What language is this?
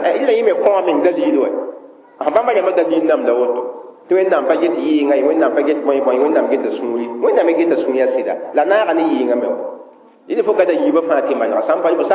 Mossi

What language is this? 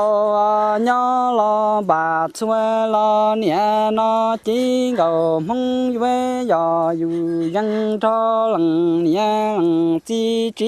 Hmong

